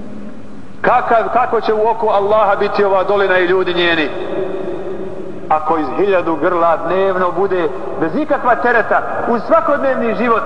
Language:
Bosnian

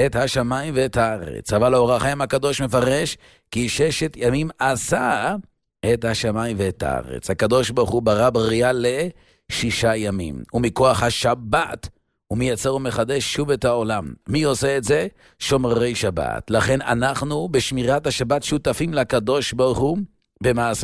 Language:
Hebrew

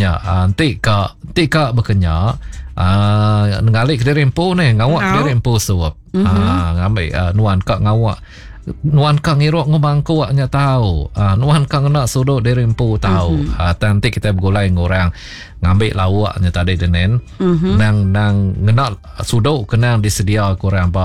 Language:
Iban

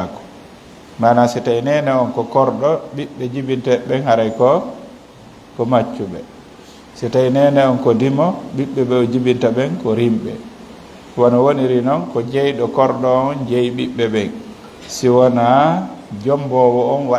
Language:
Fula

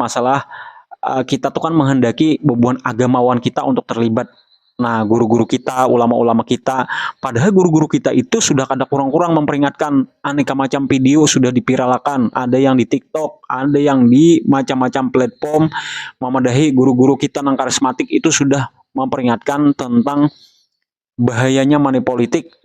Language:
Banjar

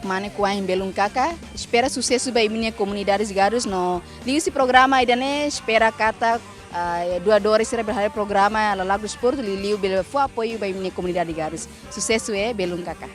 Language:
Tetum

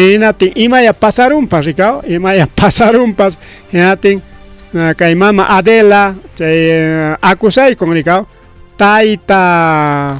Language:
Ayacucho Quechua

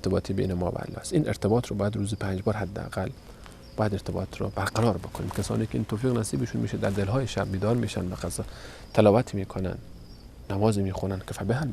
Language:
Persian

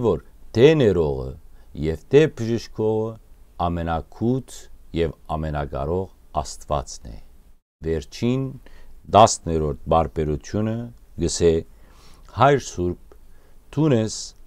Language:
Western Armenian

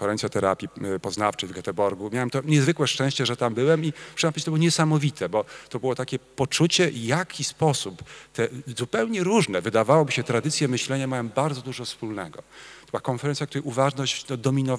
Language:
Polish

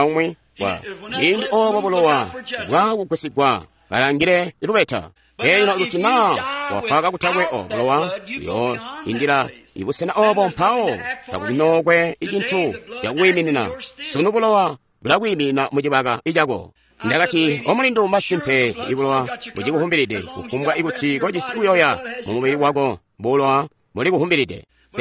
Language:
Tonga (Zambia)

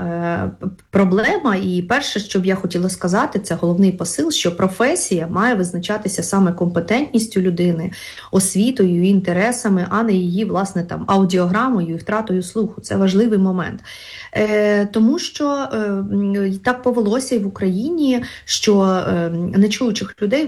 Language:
Ukrainian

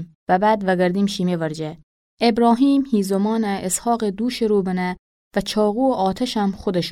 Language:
Gilaki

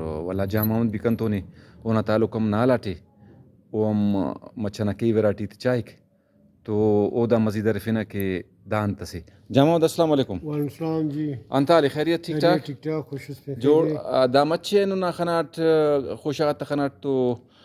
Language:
Brahui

